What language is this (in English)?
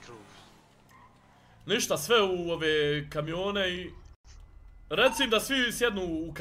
Bosnian